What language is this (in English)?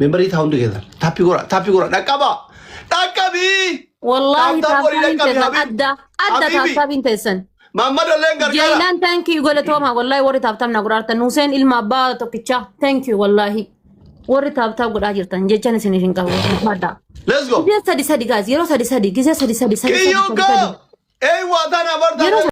Oromo